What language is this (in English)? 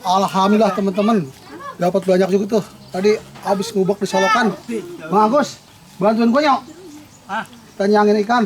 Betawi